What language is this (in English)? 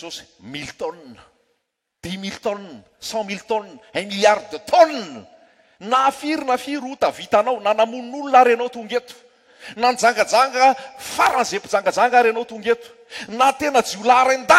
Malagasy